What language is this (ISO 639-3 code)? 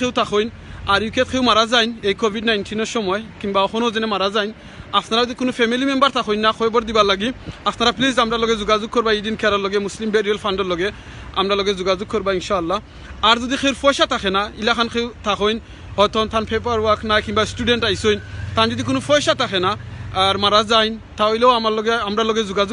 syl